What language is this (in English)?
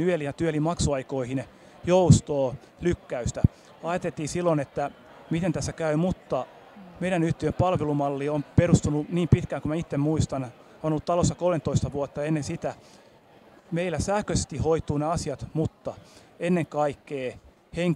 Finnish